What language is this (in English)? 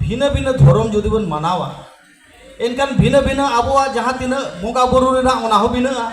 Santali